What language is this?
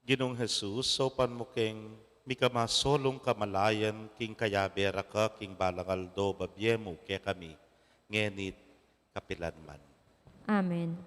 Pampanga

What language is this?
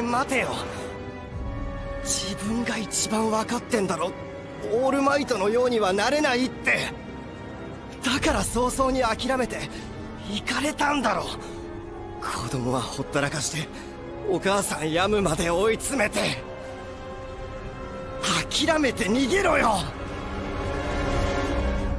Japanese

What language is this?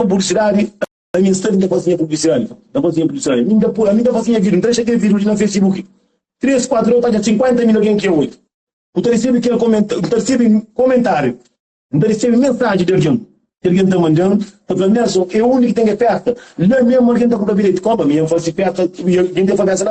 Kabuverdianu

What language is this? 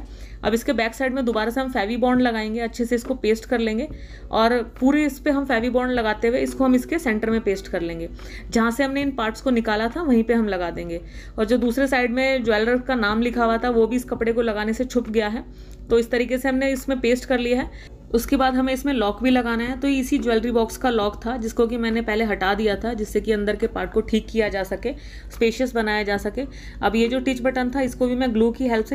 Hindi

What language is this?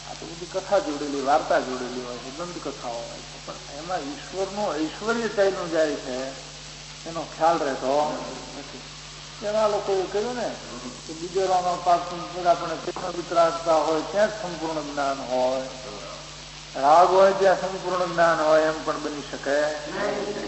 Gujarati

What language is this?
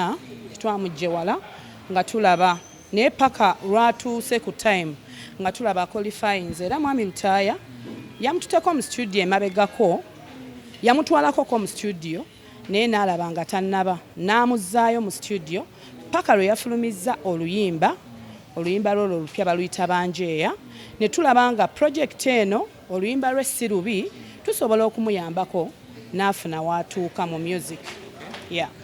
Ganda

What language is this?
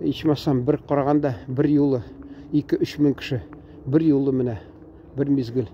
Tatar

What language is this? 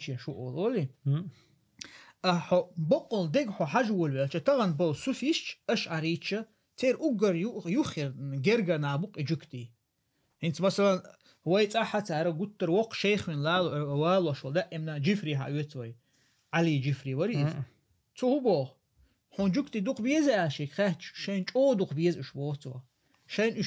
Chechen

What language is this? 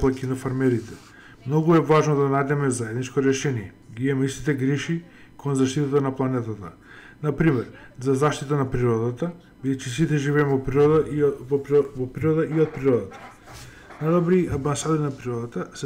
Macedonian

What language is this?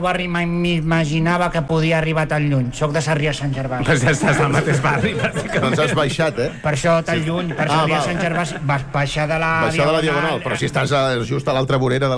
Catalan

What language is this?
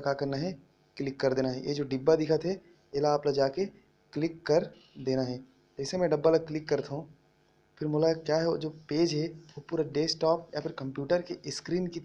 Chhattisgarhi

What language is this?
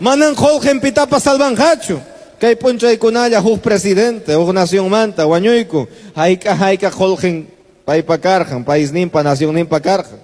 Quechua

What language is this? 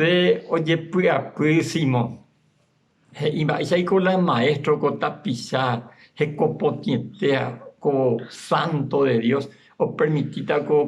Guarani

